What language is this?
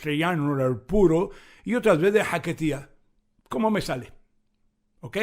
Ladino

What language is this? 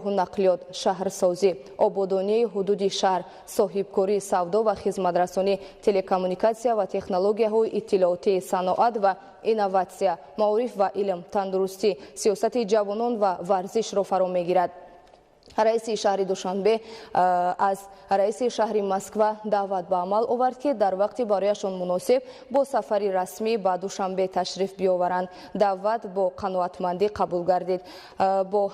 Tajik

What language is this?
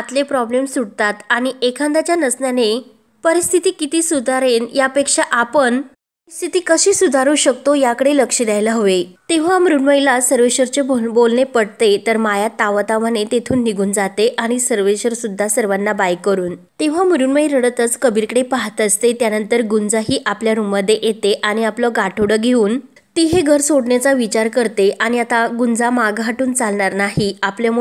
Marathi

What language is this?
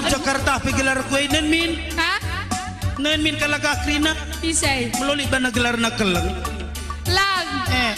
Batak Karo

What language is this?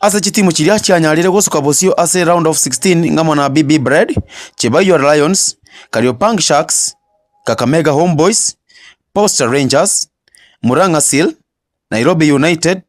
Gusii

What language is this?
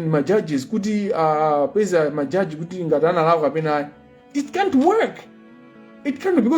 Nyanja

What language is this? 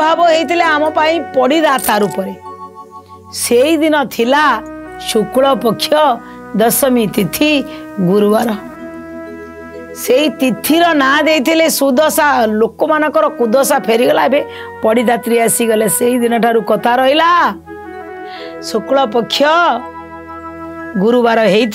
Odia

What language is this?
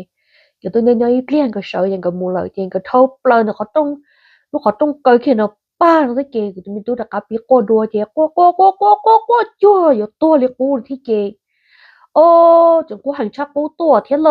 Hmong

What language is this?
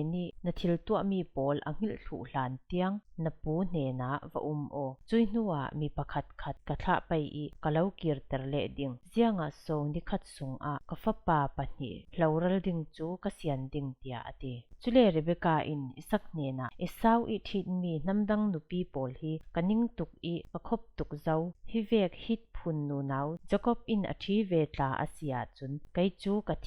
Falam Chin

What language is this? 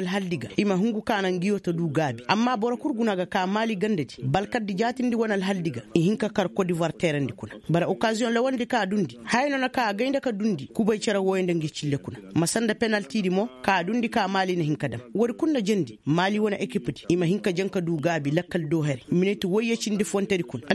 Koyraboro Senni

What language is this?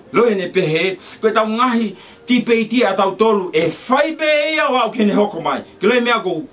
Tongan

